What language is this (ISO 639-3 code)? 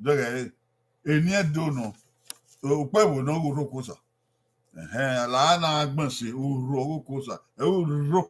bin